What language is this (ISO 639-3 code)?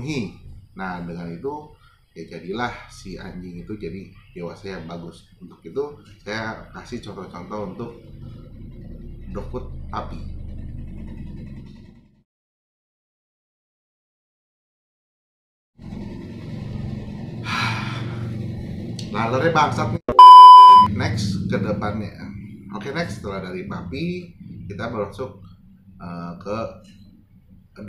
ind